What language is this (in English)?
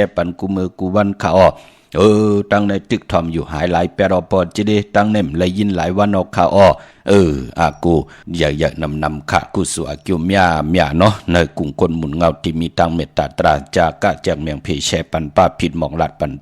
Shan